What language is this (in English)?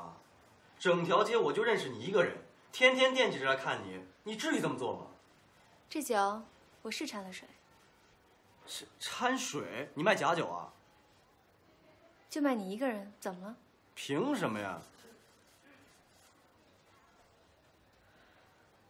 Chinese